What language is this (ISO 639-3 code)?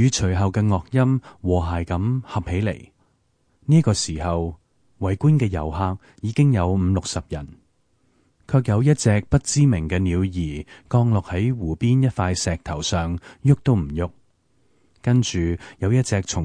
yue